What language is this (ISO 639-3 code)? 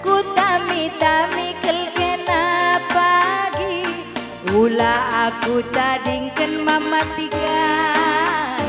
btx